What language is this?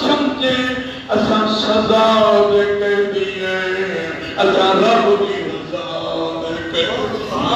Saraiki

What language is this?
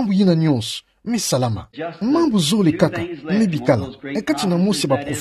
Kituba (Democratic Republic of Congo)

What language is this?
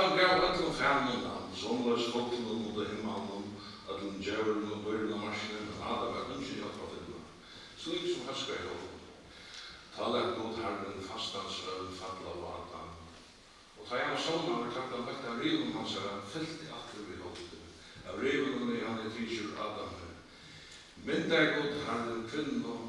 Faroese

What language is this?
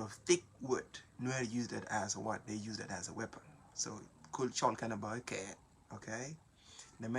Nuer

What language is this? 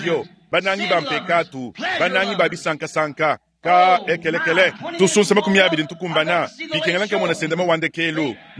Luba-Lulua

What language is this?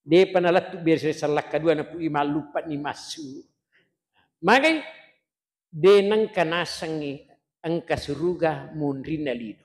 Buginese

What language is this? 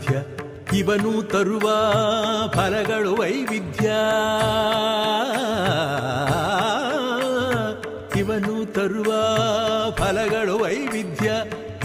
Kannada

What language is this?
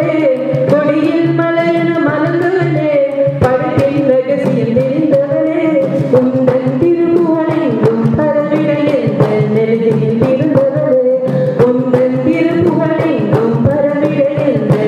Tamil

